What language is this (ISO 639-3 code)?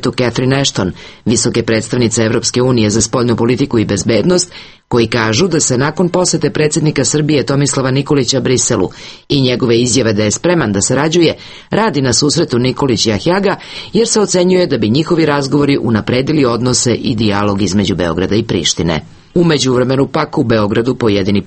srp